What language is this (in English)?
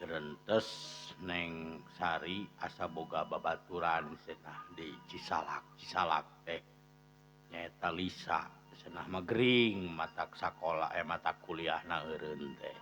Sundanese